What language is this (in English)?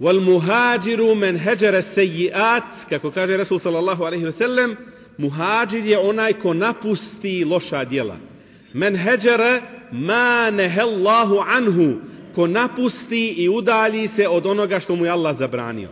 Bosnian